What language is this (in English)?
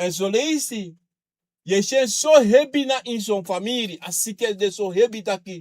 Sranan Tongo